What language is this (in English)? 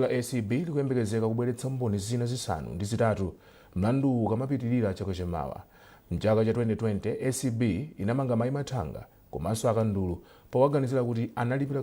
Nyanja